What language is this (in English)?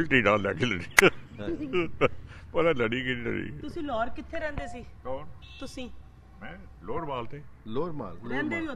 Punjabi